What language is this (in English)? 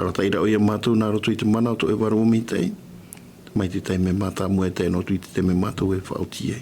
Tahitian